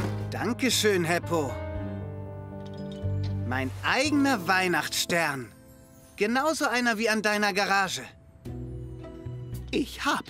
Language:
German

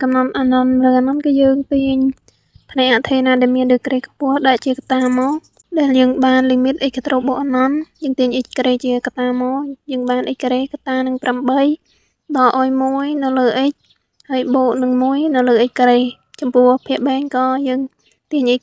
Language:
Khmer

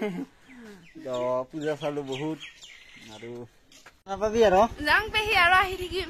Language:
Assamese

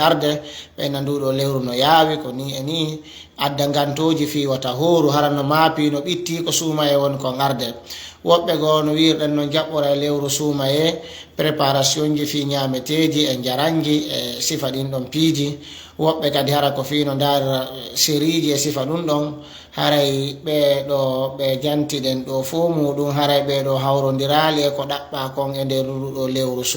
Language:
Fula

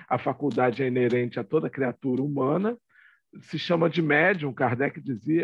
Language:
Portuguese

